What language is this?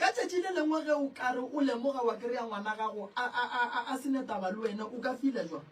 Northern Sotho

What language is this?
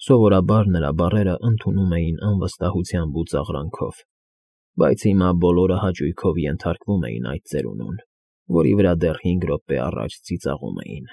Armenian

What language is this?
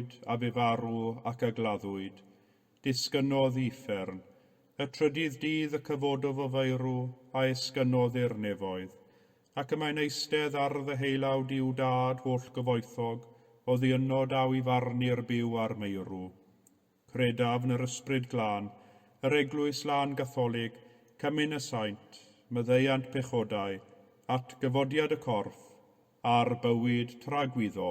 Welsh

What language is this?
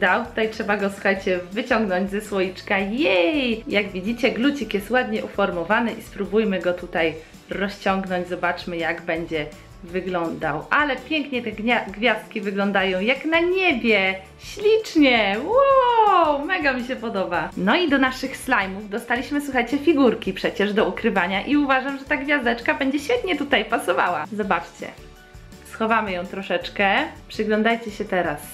Polish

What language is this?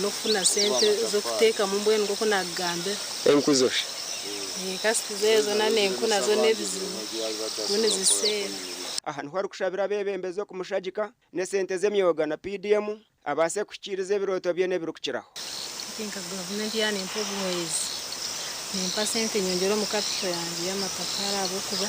Nyankole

